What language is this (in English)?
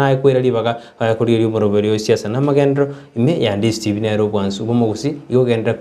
Gusii